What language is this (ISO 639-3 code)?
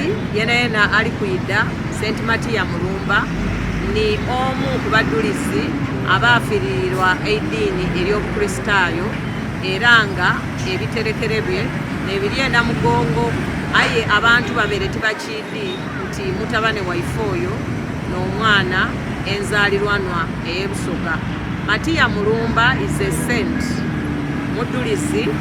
xog